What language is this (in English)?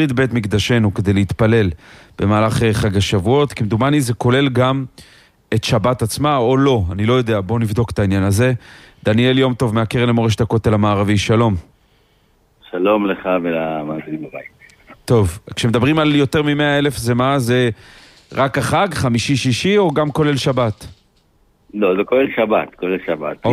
Hebrew